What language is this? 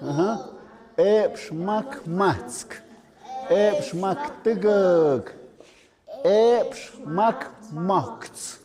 Tlahuitoltepec Mixe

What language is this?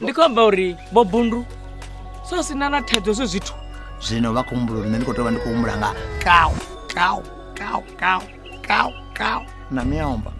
Venda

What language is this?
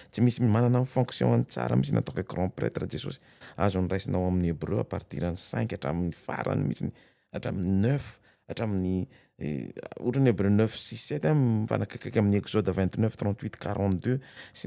Malagasy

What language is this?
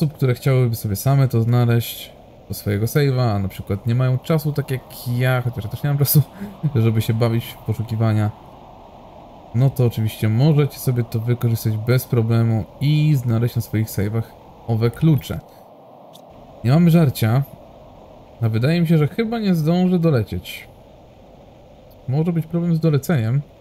Polish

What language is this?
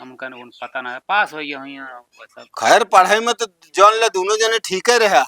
Awadhi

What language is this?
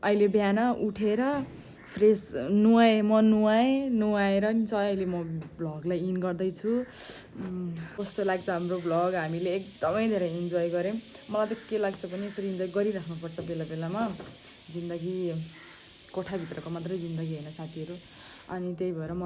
Nepali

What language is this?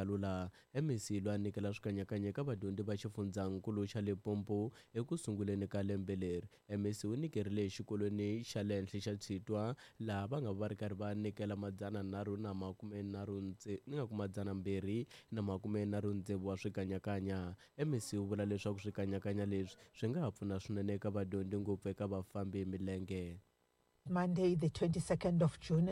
Tsonga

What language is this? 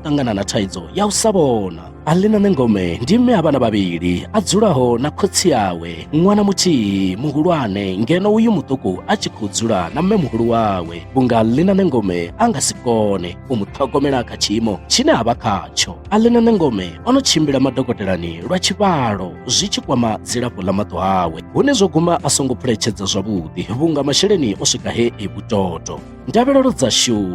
Venda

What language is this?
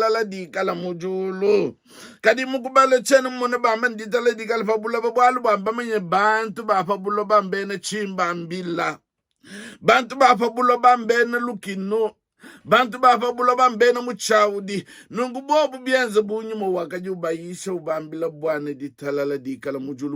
Luba-Lulua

